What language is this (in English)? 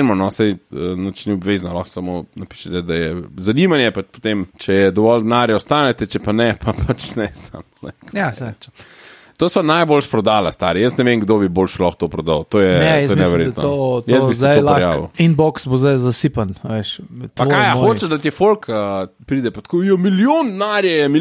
Slovenian